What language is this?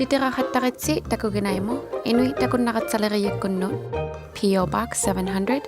Inuktitut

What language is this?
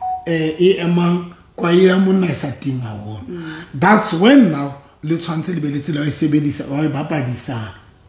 Southern Sotho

